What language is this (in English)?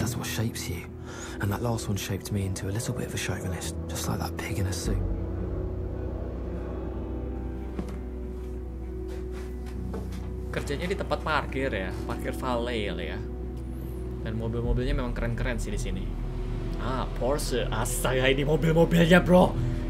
Indonesian